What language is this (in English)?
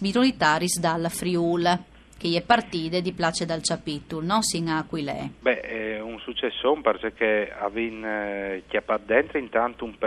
Friulian